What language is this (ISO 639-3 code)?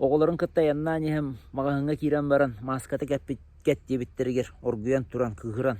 sah